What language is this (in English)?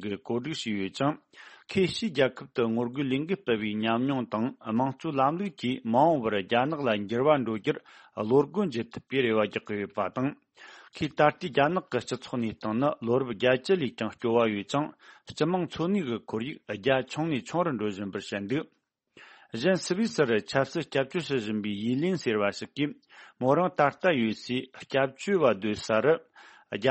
Tibetan